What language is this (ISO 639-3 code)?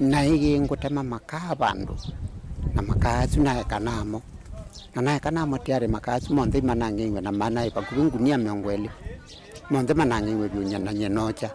kam